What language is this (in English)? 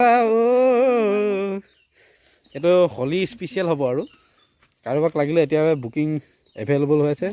Assamese